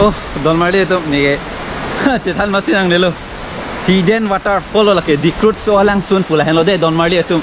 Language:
Karbi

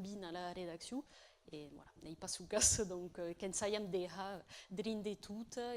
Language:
Occitan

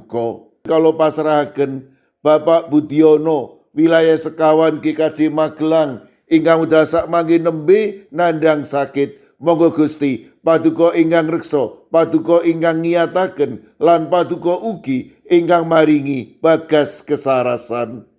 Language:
Javanese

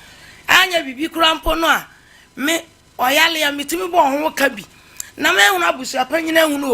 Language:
Akan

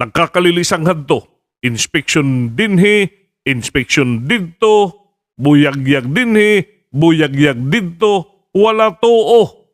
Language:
Waray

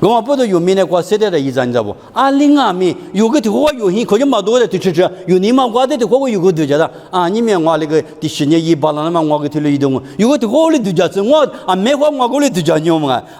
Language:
Lisu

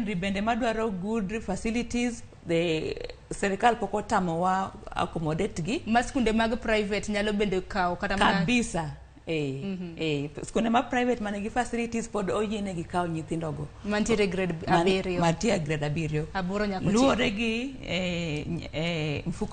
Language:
Luo (Kenya and Tanzania)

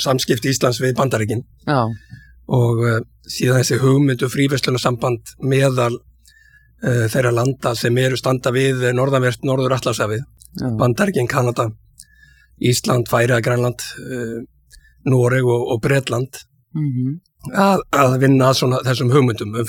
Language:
Icelandic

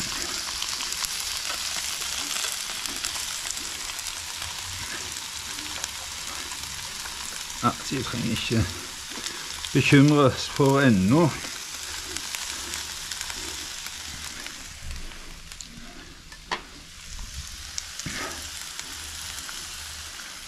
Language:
Norwegian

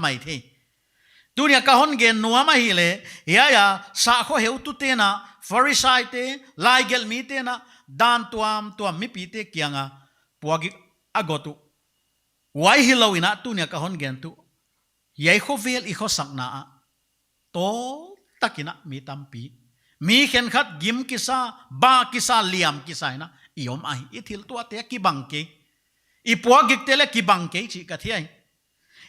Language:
Paite Chin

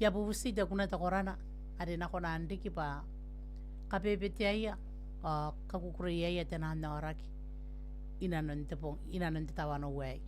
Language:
Gilbertese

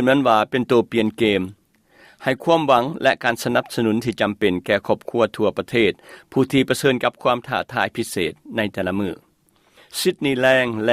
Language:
Lao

